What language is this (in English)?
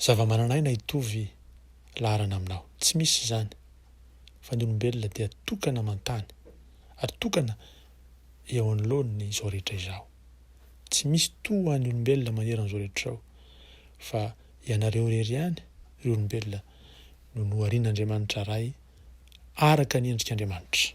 Malagasy